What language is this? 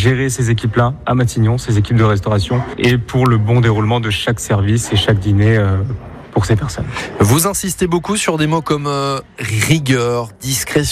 French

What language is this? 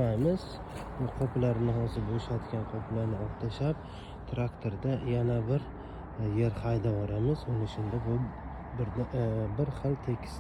Uzbek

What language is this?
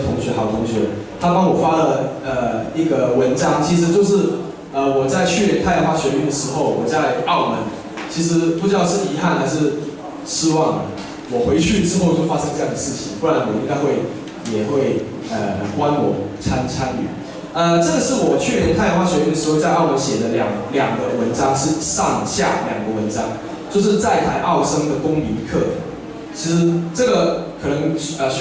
Chinese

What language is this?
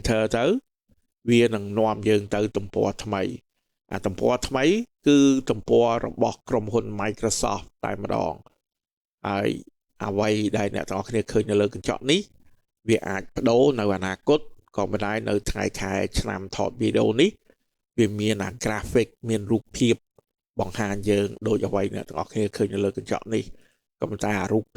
Khmer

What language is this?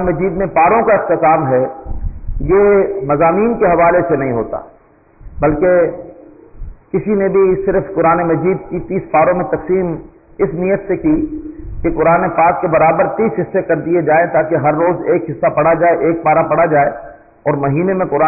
Urdu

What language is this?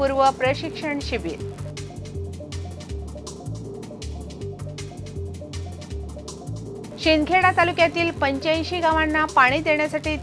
Marathi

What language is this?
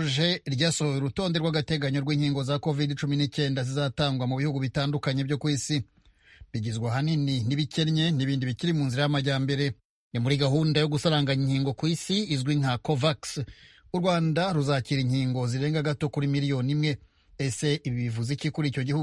Kinyarwanda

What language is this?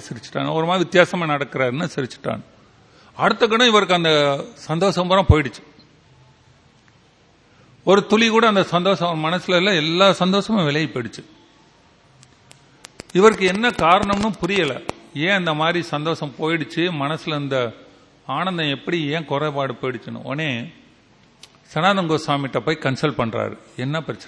Tamil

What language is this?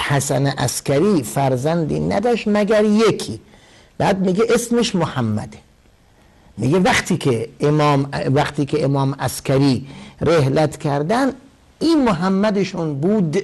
Persian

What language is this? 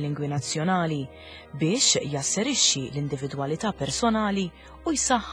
Maltese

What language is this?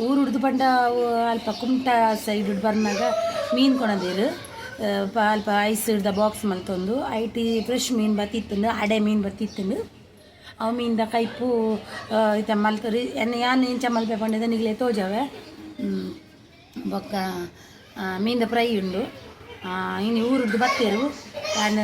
Tulu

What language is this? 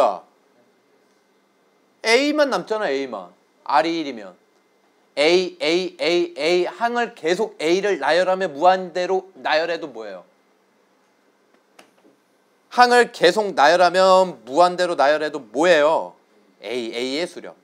Korean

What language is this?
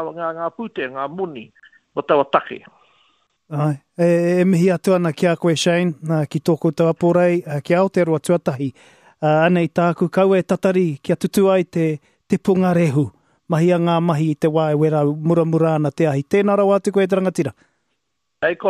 Māori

